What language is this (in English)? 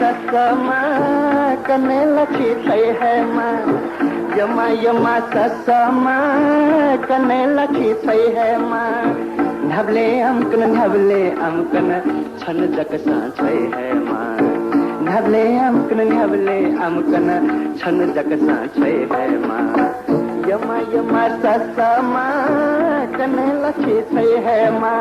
Newari